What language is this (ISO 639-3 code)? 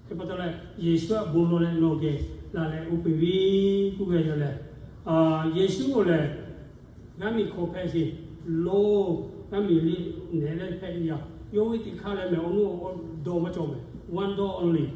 lhu